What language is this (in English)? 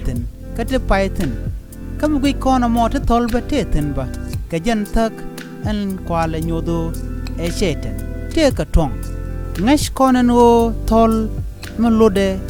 Nuer